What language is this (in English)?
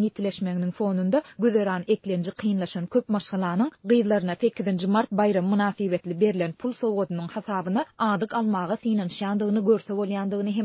Turkmen